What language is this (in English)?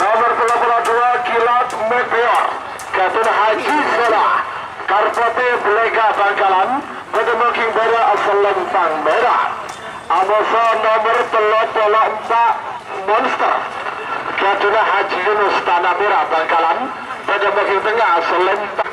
Madurese